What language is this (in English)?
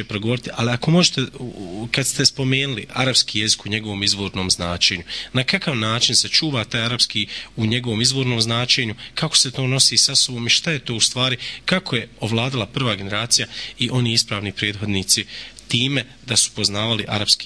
Bosnian